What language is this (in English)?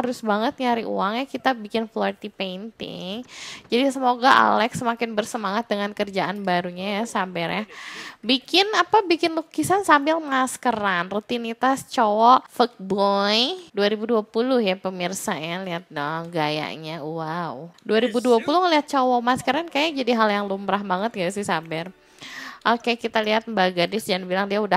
Indonesian